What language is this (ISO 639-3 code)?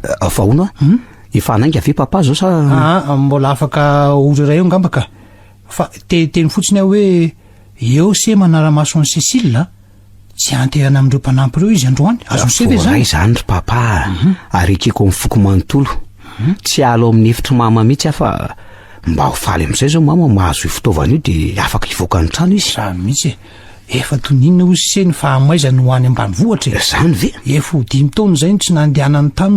mlg